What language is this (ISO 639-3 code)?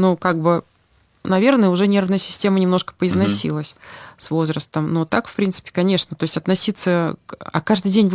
rus